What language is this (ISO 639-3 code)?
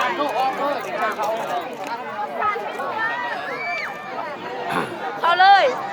lao